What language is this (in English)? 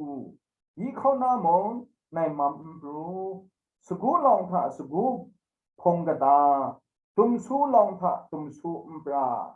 Kachin